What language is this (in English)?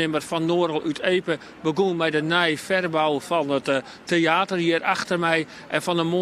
Western Frisian